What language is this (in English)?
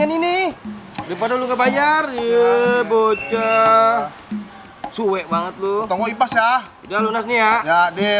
Betawi